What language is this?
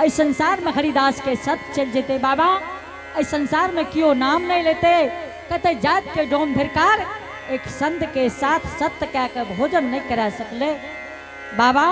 Angika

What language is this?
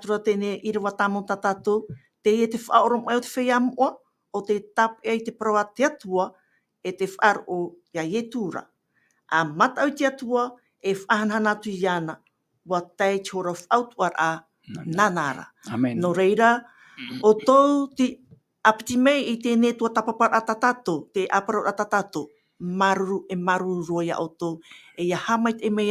Tahitian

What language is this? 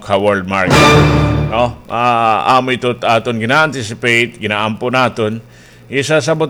Waray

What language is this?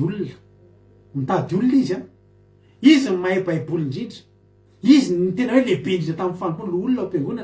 Malagasy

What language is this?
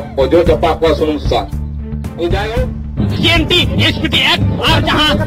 Santali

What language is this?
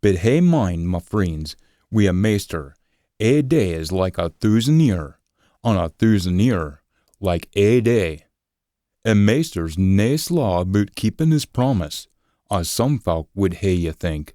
Scots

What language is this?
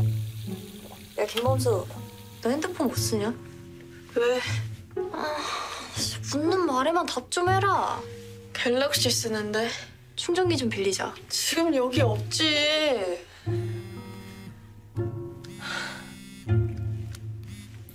Korean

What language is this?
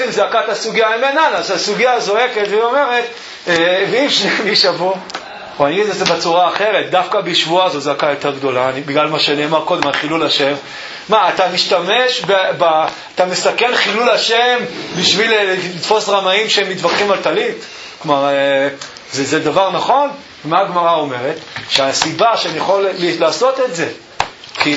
Hebrew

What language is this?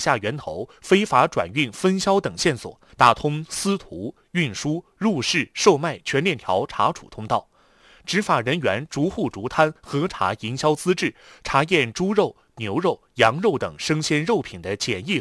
Chinese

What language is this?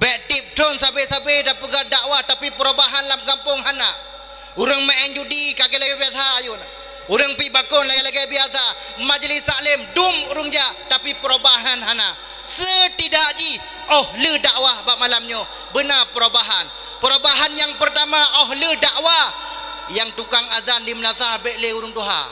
Achinese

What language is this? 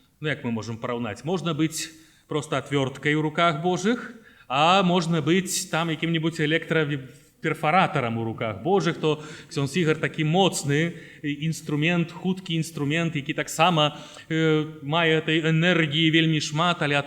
Belarusian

